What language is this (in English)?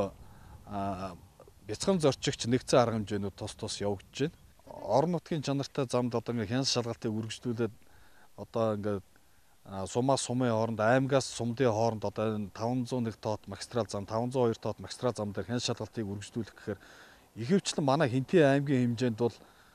Mongolian